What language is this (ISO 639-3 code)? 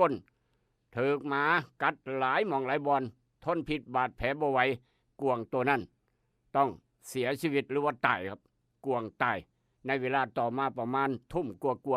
tts